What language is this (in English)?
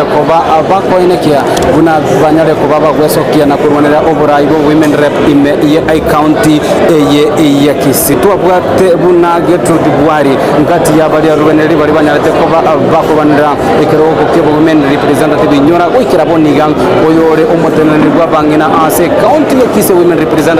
Gusii